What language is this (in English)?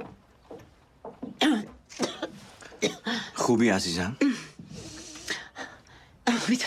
Persian